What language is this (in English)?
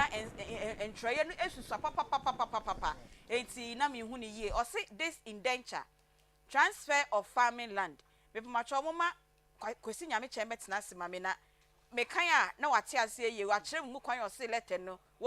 Akan